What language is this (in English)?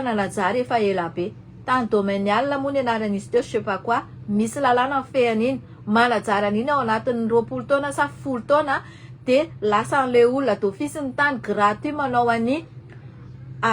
Malagasy